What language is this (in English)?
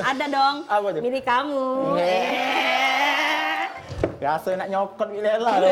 Musi